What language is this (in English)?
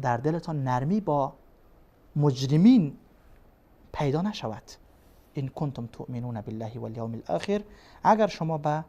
Persian